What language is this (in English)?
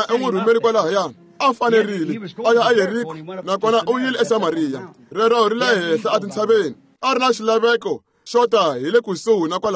Tsonga